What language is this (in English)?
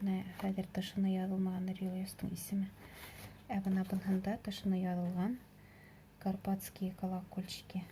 Bashkir